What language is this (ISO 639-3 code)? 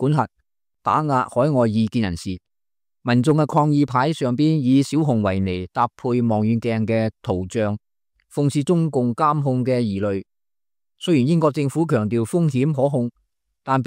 yue